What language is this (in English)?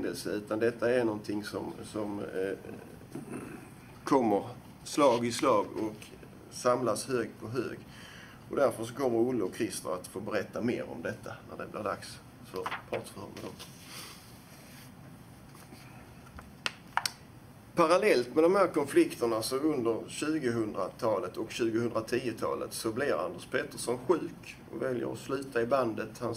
Swedish